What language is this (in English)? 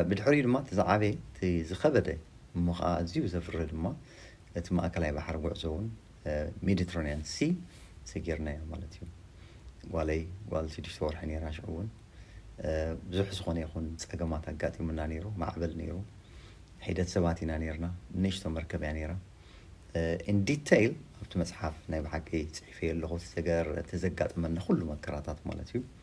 Tigrinya